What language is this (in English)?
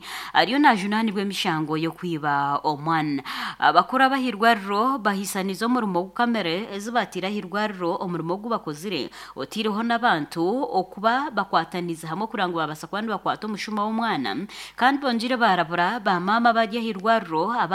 Nyankole